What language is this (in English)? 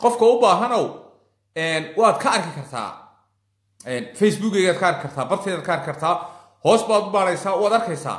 Somali